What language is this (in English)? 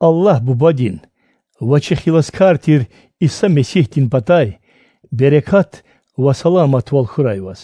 Lezghian